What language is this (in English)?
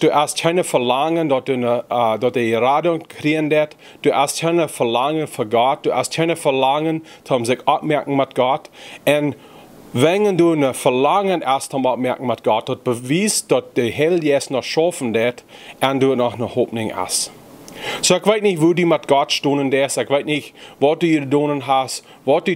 Plautdietsch